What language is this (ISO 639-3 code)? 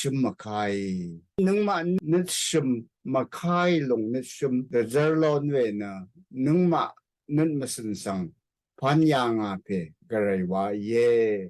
raw